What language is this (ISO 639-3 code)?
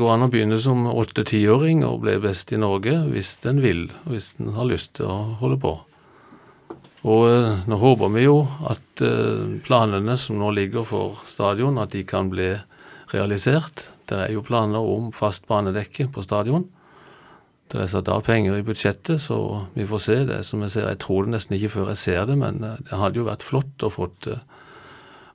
nor